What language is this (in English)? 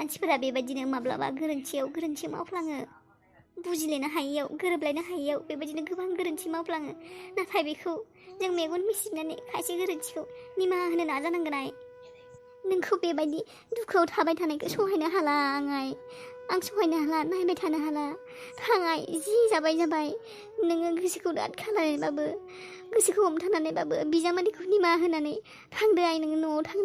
Bodo